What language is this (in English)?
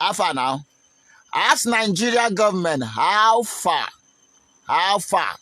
Nigerian Pidgin